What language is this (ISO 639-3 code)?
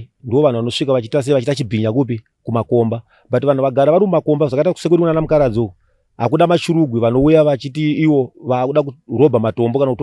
sna